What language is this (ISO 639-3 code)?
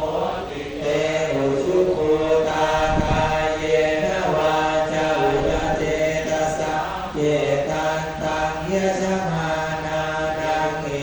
pli